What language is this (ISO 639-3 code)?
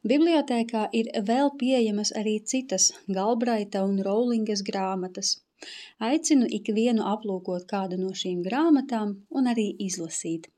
lav